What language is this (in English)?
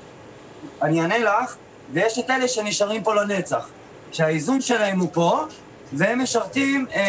Hebrew